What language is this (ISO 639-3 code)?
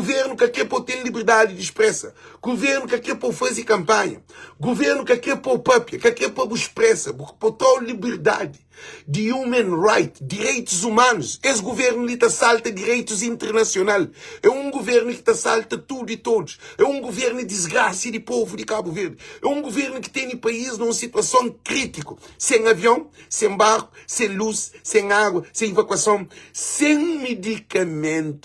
kea